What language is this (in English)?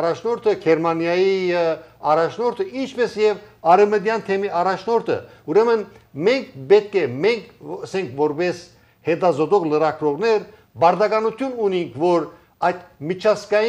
Armenian